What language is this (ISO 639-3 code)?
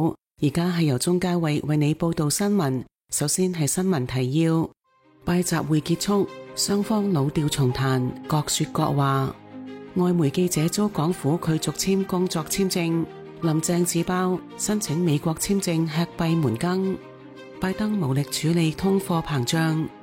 yue